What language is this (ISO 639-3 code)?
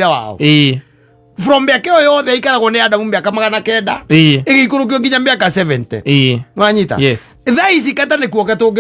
kik